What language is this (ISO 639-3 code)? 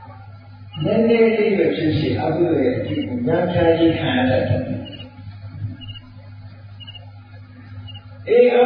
mya